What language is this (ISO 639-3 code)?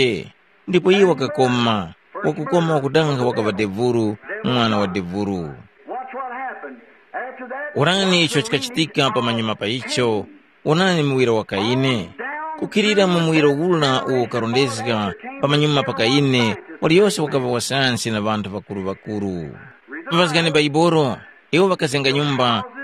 tum